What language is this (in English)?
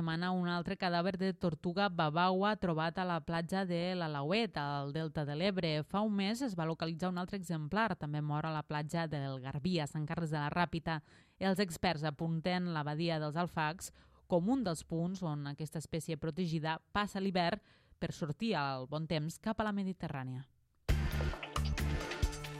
Catalan